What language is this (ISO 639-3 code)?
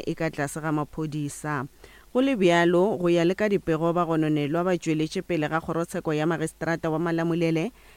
nso